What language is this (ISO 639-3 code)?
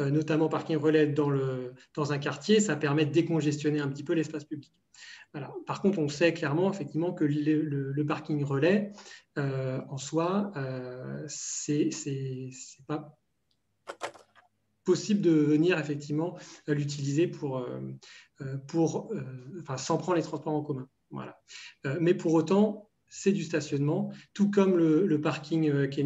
fra